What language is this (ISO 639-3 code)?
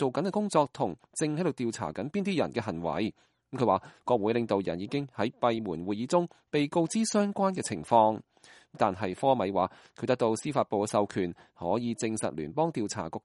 yue